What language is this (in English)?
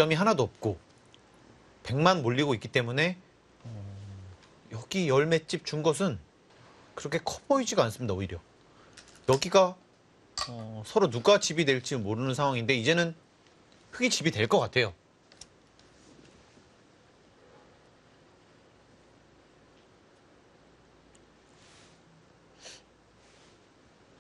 Korean